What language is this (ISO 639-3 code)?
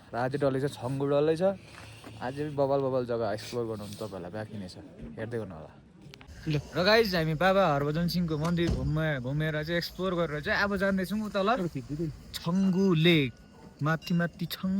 nep